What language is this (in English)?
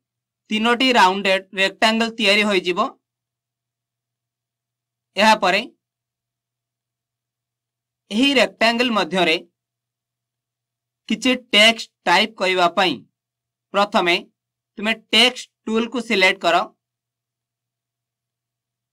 Odia